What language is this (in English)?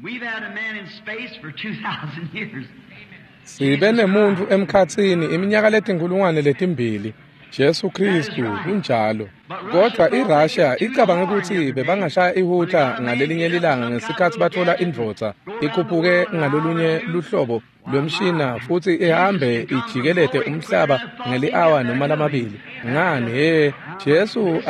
Swati